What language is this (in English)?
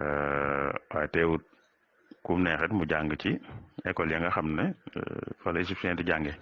Wolof